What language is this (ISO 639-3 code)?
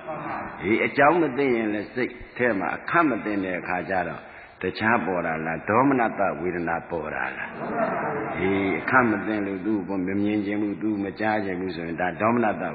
mya